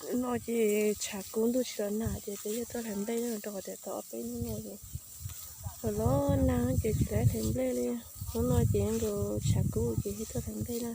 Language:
Hmong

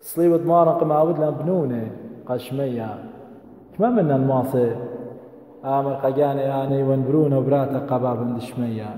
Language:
Assyrian Neo-Aramaic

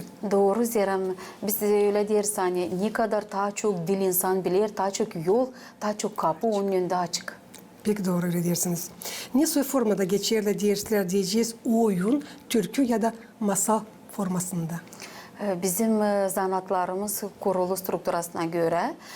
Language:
Gagauz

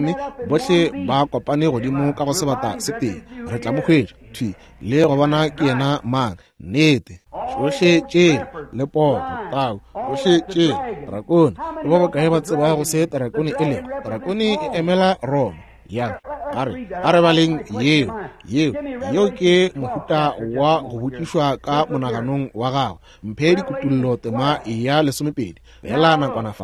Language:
Northern Sotho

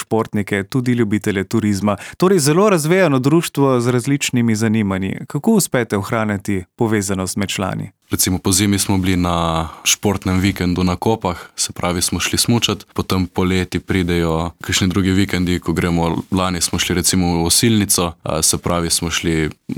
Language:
Slovenian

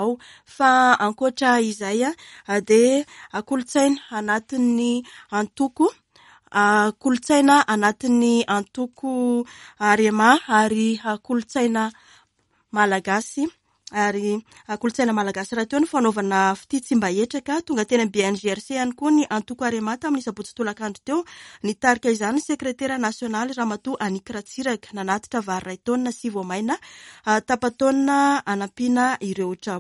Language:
Malagasy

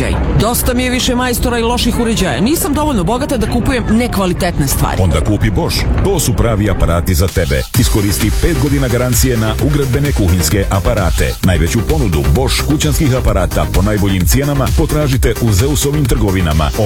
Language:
Croatian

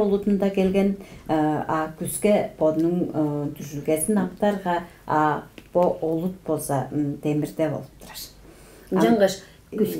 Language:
Tuvinian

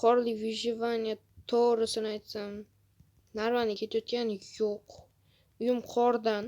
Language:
Uzbek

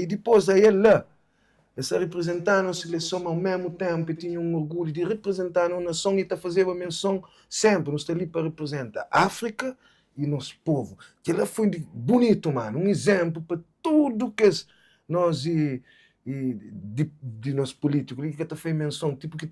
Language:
Kabuverdianu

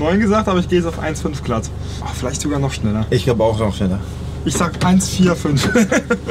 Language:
German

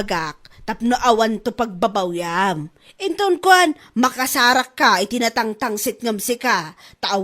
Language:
Iloko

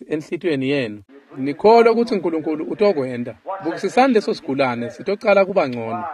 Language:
Swati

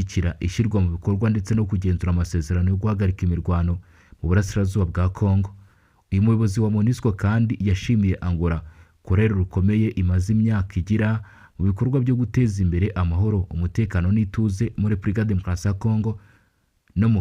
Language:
Kinyarwanda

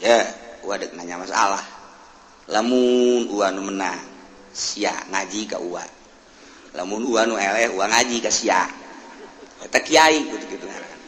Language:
Sundanese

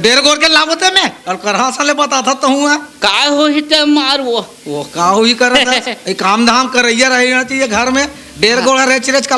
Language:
Chhattisgarhi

